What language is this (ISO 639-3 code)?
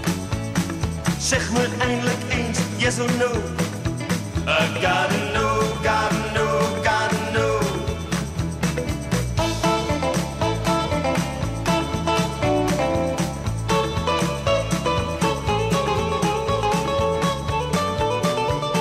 nld